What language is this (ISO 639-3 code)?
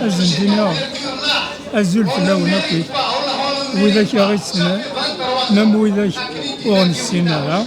kab